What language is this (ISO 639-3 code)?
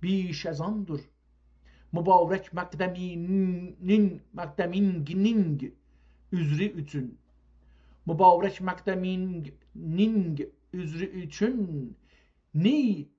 azb